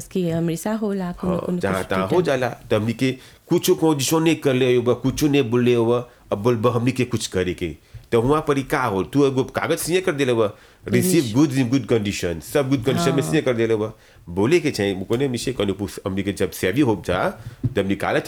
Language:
Bhojpuri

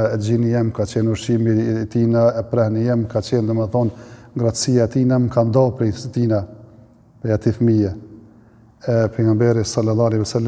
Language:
Albanian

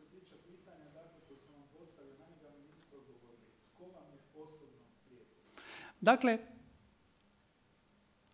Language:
Croatian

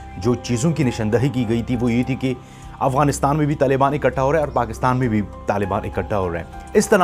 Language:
Urdu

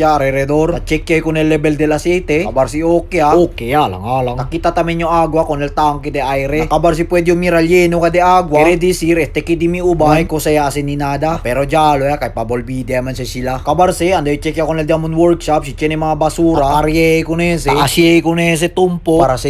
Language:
Chavacano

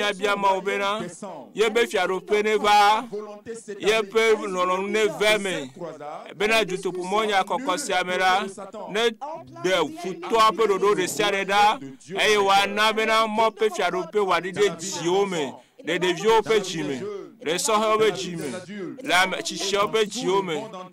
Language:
Ewe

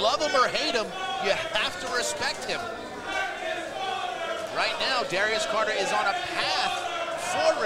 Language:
English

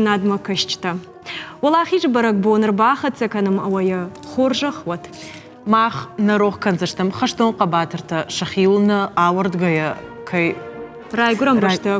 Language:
Ossetic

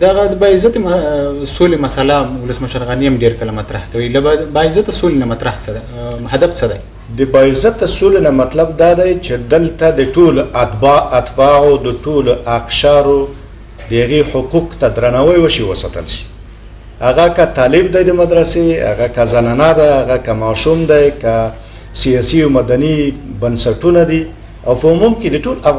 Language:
Pashto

